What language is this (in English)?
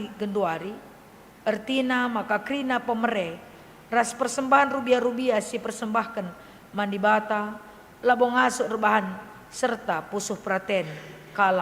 Batak Karo